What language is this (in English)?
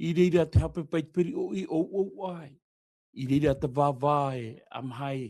Tahitian